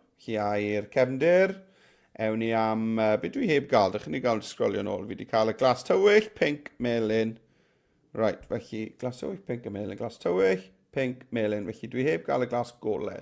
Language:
Welsh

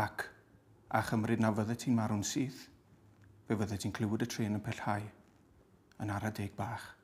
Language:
Welsh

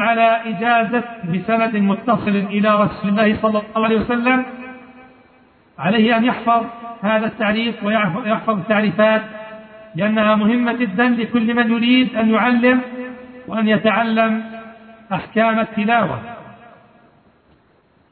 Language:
Arabic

